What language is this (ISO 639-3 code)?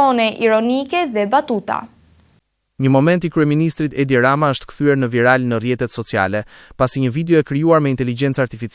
sqi